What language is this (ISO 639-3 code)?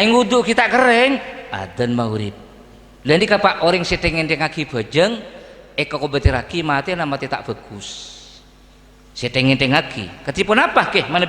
mad